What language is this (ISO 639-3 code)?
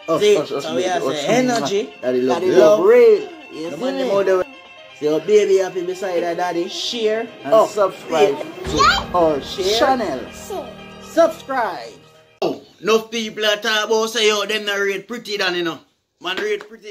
jam